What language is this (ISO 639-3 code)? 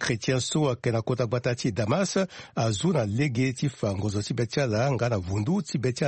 sag